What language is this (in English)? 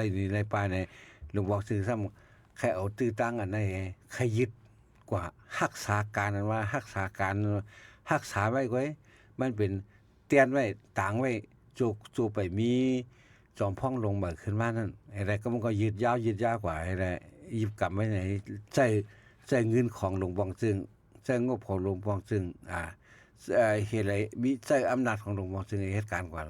Shan